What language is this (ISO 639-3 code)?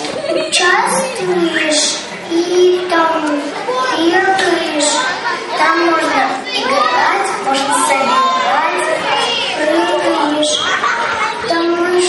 rus